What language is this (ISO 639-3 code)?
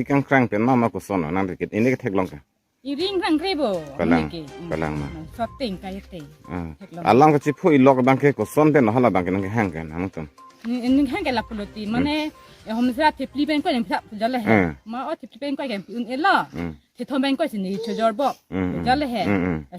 mjw